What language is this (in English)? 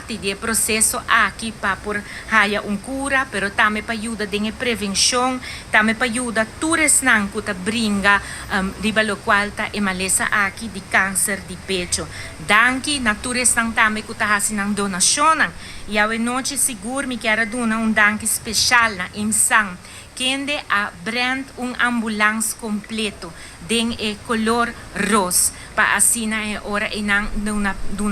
Papiamento